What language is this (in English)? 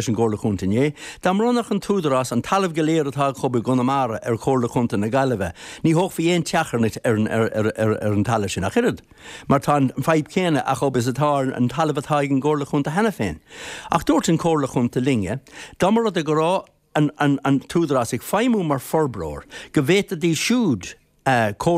Irish